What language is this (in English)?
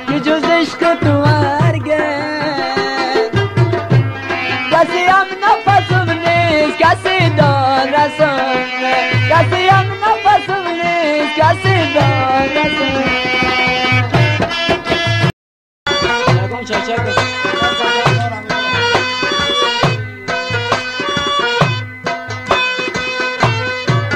Persian